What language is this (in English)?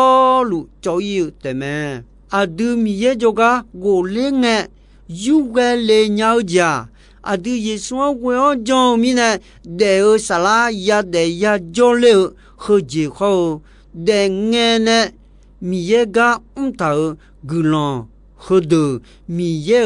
Akha